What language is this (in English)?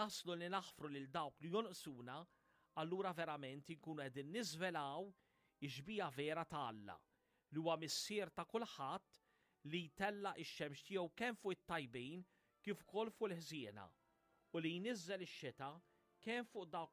Maltese